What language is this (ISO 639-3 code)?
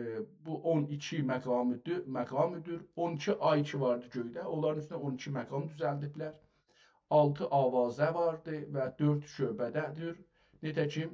azb